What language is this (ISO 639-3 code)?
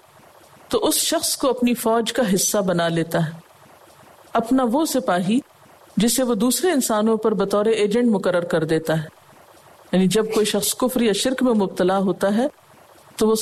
urd